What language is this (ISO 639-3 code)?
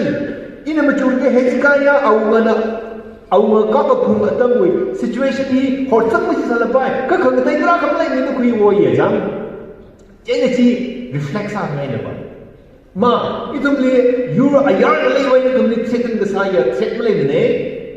nmf